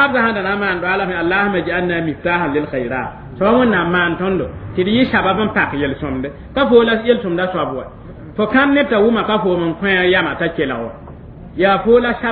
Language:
Mossi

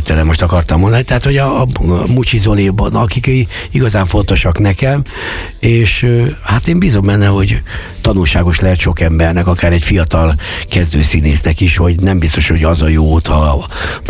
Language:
Hungarian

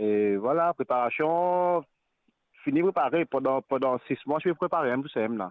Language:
Morisyen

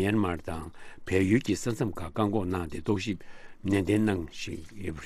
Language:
Tibetan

